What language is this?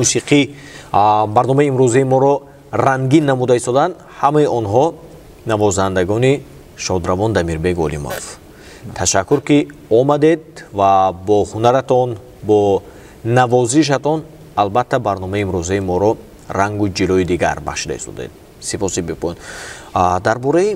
Tajik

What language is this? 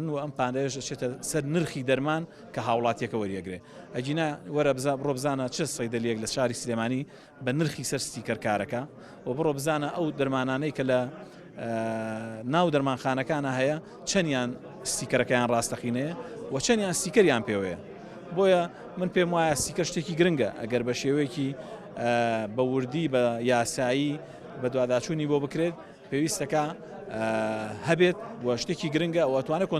Central Kurdish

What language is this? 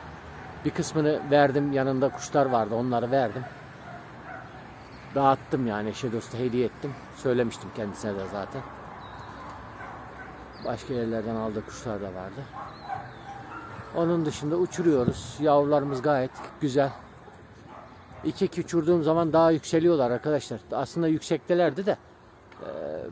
Turkish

